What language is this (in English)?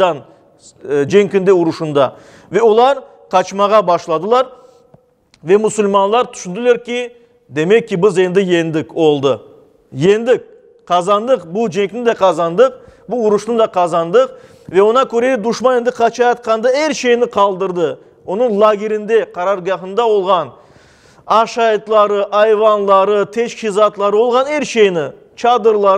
Crimean Tatar